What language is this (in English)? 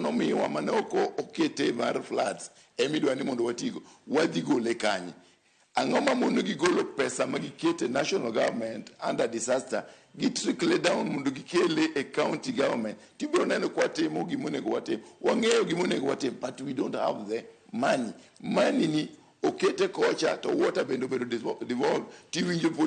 Luo (Kenya and Tanzania)